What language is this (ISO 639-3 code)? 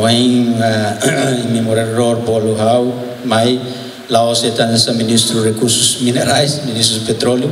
tet